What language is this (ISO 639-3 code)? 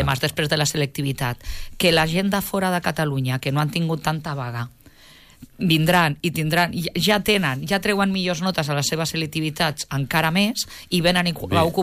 cat